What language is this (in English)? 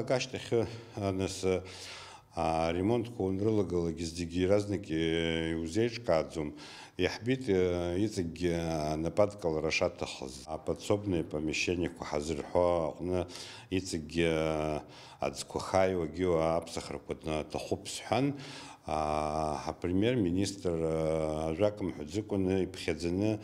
Abkhazian